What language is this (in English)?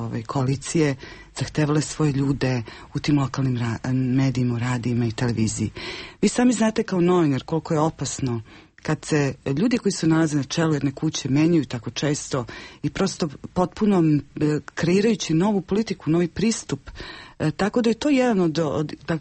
Serbian